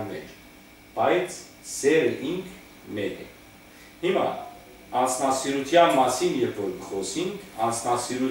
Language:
Western Armenian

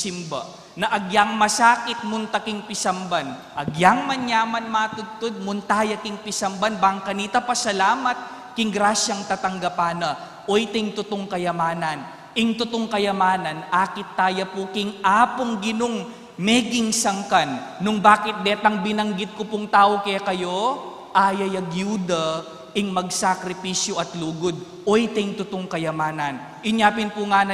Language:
Pampanga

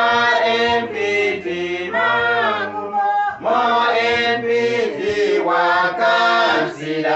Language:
Uduk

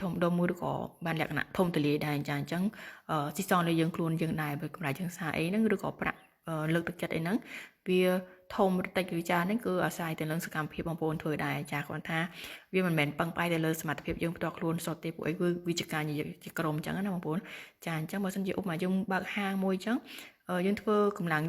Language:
Khmer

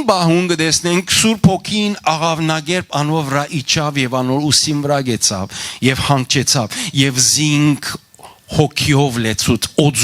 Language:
Western Armenian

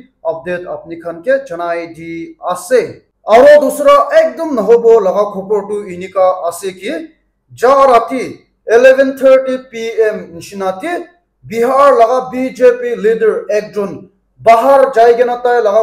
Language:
Naga Pidgin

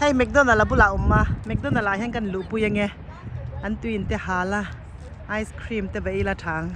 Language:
Mizo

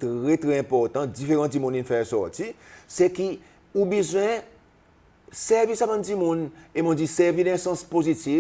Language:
Seselwa Creole French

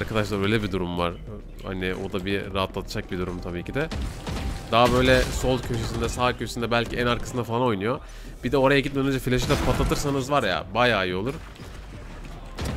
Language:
Turkish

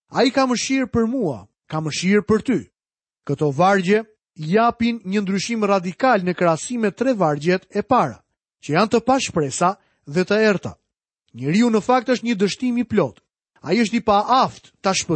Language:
Albanian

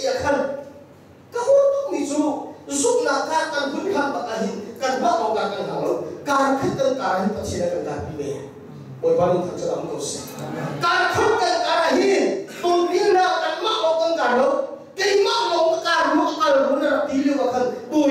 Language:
Hakha Chin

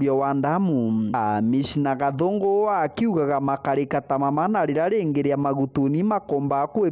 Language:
Meru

